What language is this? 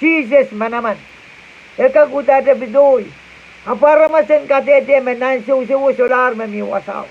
Pohnpeian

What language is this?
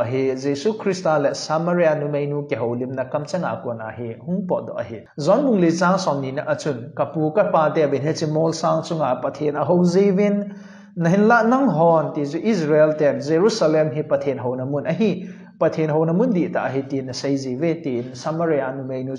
Thado Chin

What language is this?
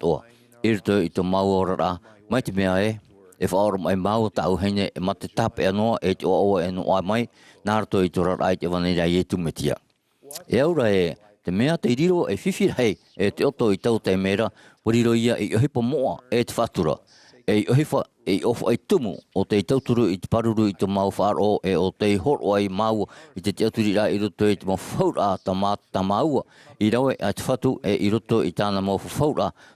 Tahitian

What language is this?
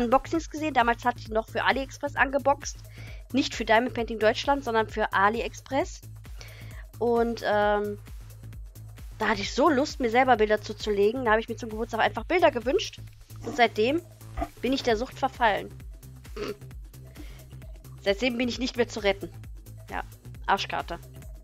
German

